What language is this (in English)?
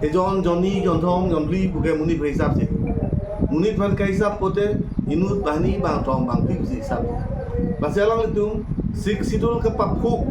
Karbi